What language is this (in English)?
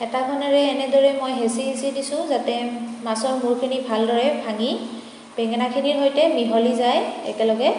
Assamese